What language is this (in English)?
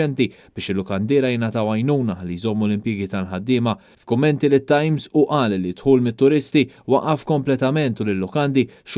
Maltese